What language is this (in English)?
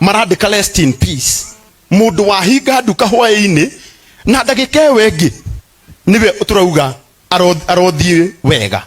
Kikuyu